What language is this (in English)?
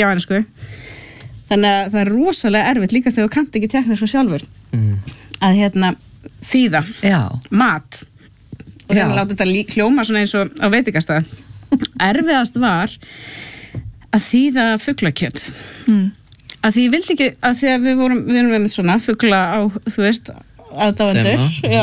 Icelandic